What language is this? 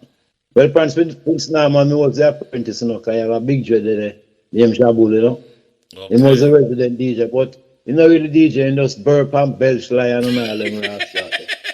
Jamaican Creole English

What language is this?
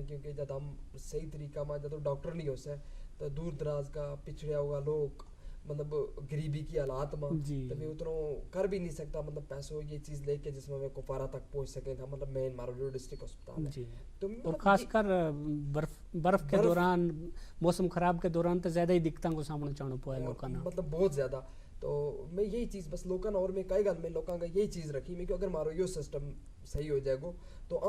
Gujari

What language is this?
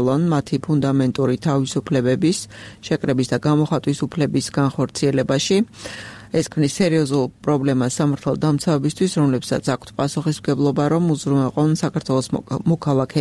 Georgian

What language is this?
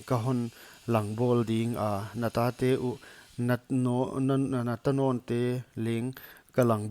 Paite Chin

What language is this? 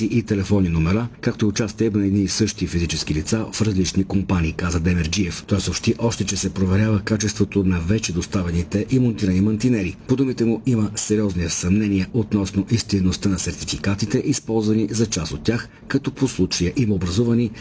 Bulgarian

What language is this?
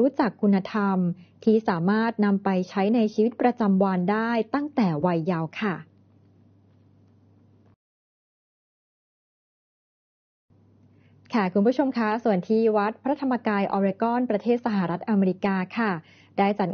Thai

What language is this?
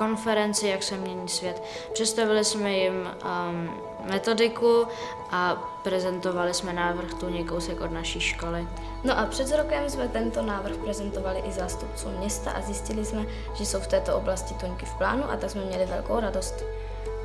Czech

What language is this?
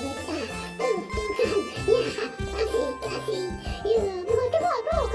Betawi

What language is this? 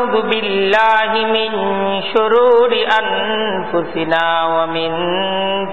Bangla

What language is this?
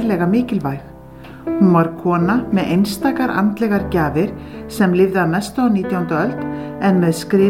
Icelandic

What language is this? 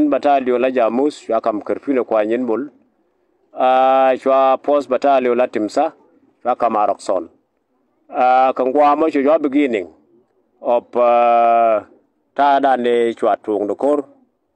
Nuer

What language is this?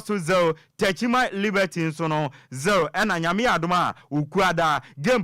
Akan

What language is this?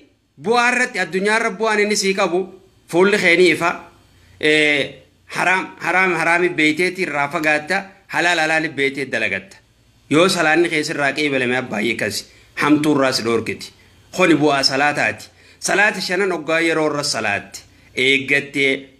Oromo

